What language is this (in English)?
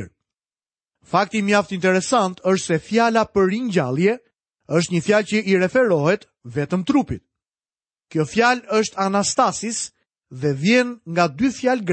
Albanian